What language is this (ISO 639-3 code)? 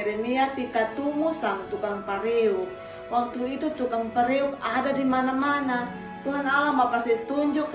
mkn